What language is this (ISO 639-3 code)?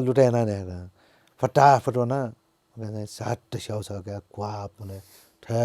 new